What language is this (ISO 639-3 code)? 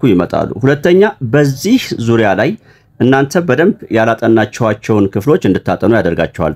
amh